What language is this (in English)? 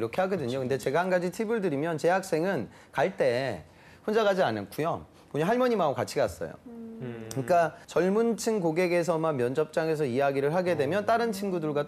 Korean